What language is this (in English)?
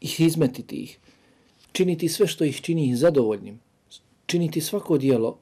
Bosnian